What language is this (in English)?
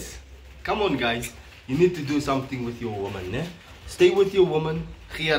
Afrikaans